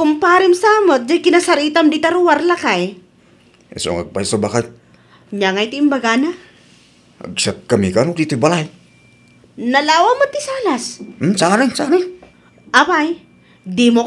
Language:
Iloko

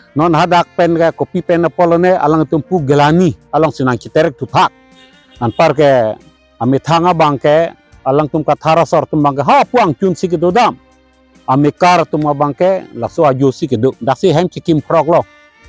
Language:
Karbi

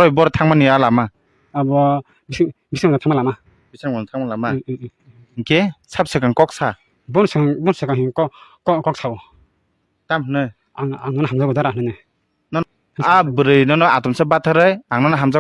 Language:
Kok Borok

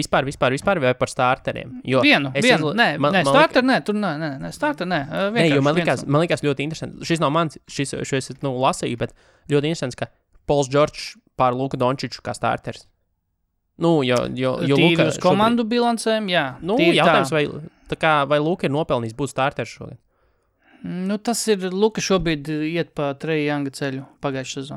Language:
Latvian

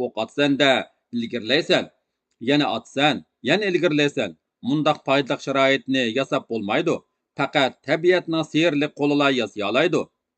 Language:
Uyghur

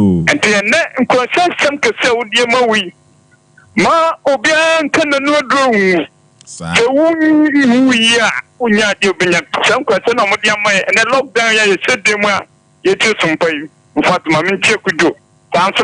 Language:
Akan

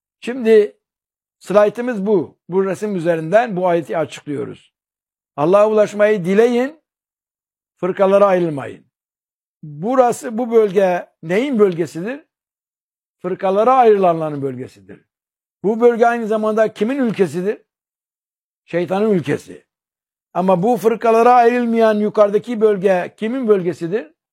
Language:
Turkish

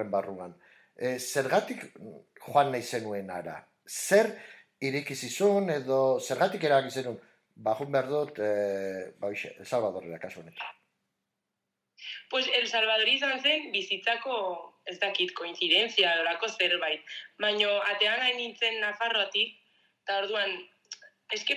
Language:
Basque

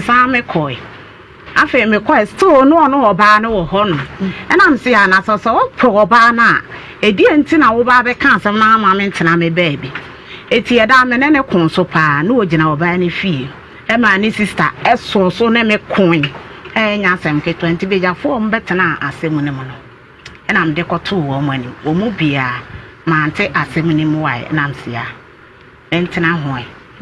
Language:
Akan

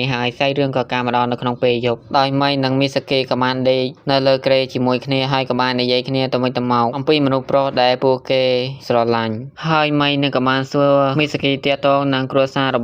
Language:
Khmer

